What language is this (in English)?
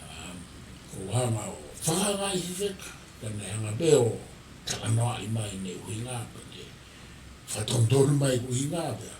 Tongan